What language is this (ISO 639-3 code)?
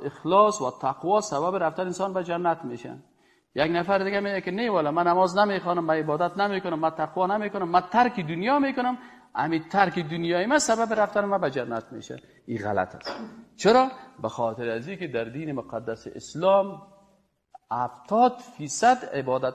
fas